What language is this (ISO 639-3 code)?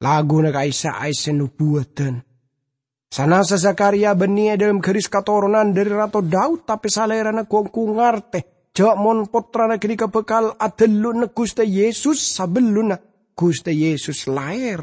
mad